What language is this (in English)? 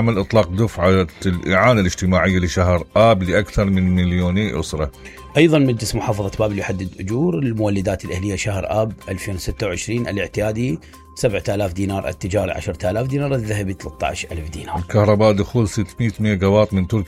Mesopotamian Arabic